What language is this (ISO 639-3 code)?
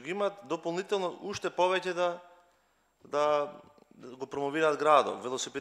mkd